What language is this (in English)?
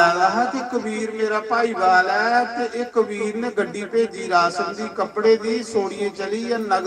Dogri